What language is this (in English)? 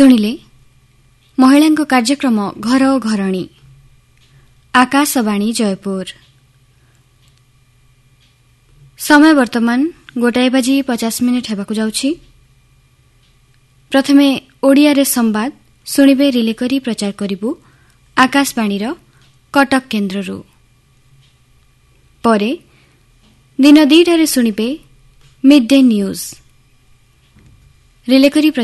Odia